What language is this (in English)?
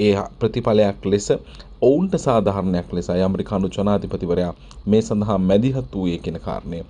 Sinhala